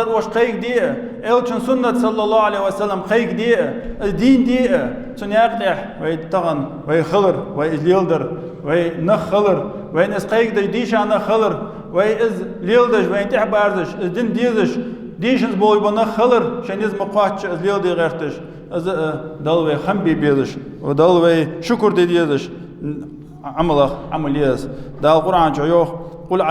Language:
Ingush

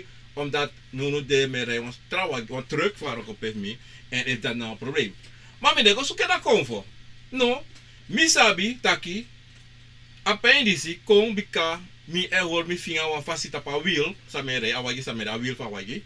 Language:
Sranan Tongo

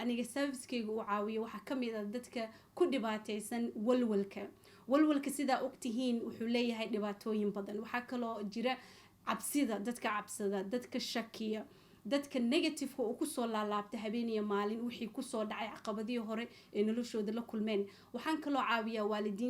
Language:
Somali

